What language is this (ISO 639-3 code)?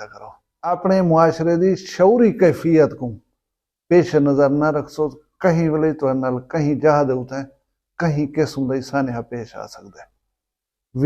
skr